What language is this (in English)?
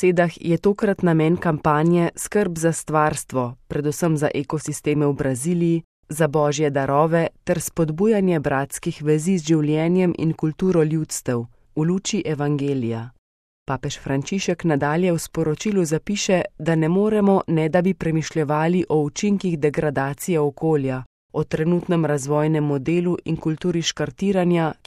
Slovenian